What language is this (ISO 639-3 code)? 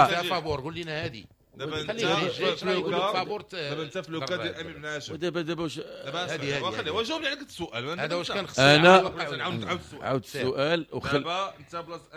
ary